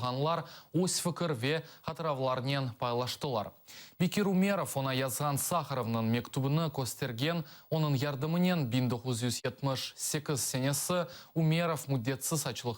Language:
Crimean Tatar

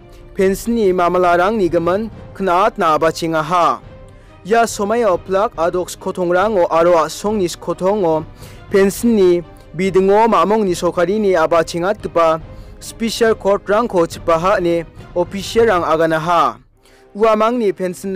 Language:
Garo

